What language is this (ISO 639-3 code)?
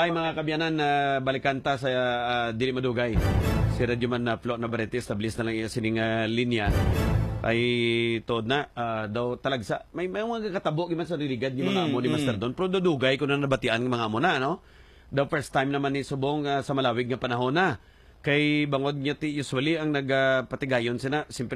hil